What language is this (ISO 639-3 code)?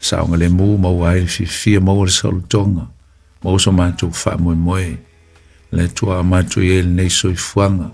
smo